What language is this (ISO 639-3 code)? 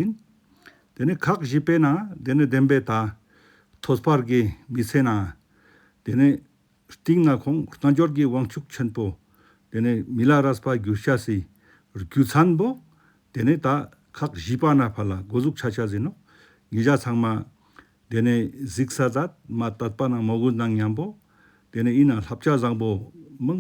lbj